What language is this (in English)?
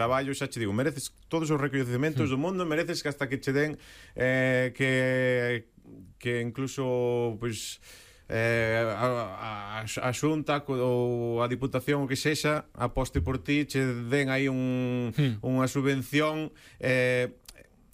Galician